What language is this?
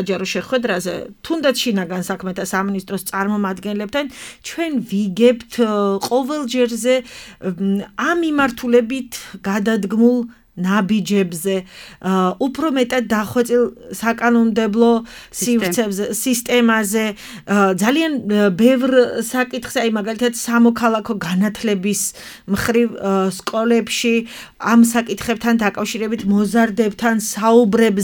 Georgian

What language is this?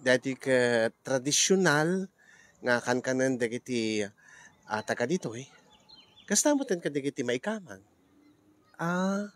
Iloko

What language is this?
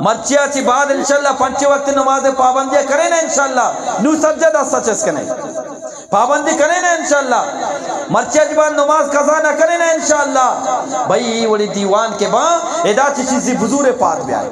Eastern Balochi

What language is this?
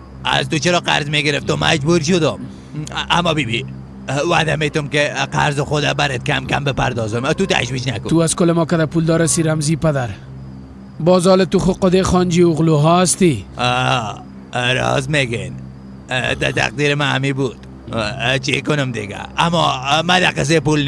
Persian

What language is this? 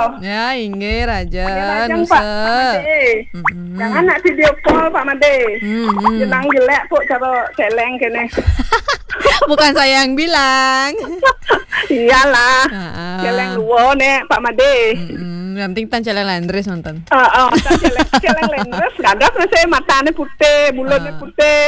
Balinese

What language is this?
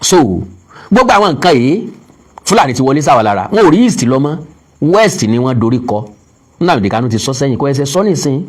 Yoruba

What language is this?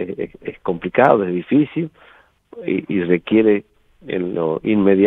Spanish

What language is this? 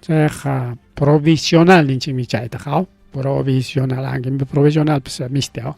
Ayacucho Quechua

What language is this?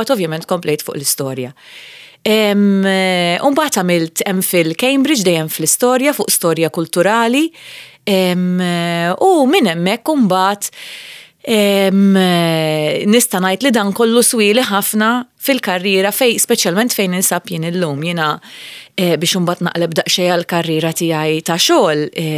Maltese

